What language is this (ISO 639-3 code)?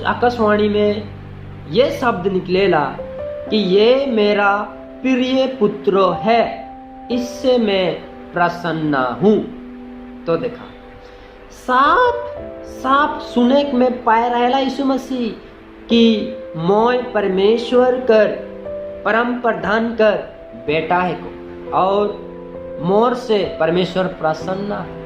sck